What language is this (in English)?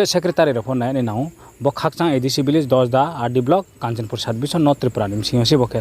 Riang (India)